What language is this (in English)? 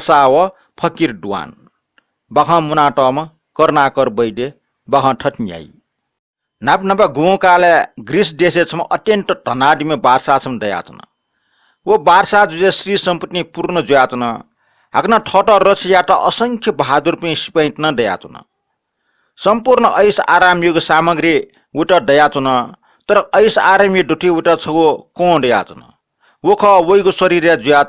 Newari